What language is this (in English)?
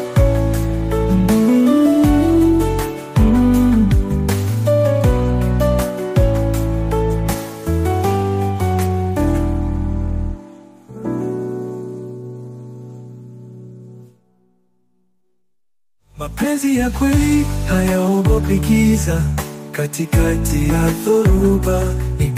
Swahili